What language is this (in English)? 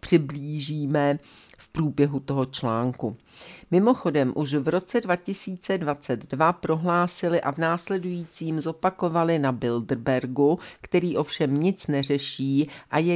Czech